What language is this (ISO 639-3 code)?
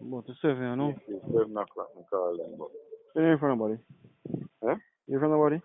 jam